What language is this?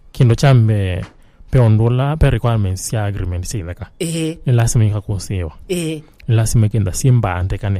Kamba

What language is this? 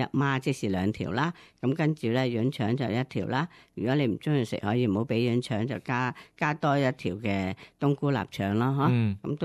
Cantonese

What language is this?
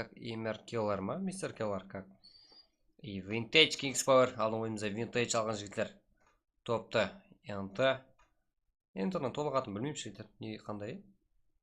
Kara-Kalpak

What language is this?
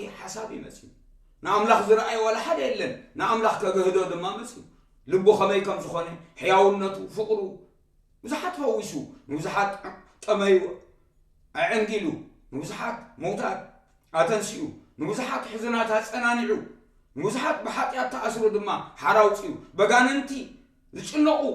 Tigrinya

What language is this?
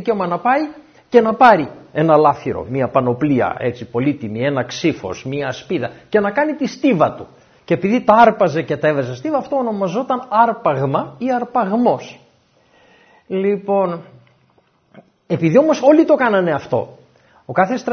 Greek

